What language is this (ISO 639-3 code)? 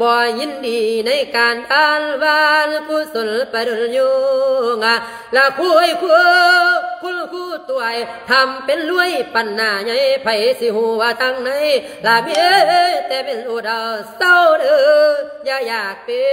lao